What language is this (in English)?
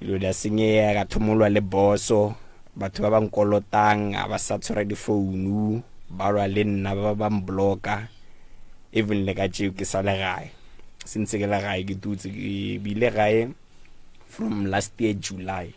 Northern Sotho